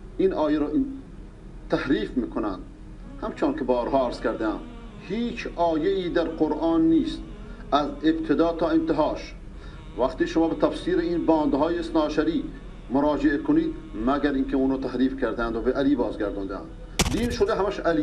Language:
Persian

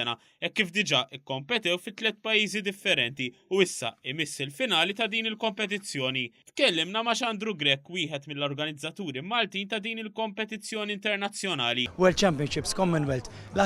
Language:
Maltese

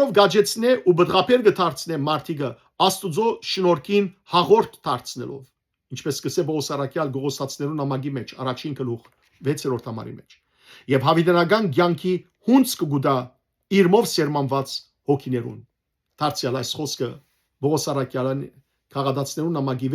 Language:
Western Armenian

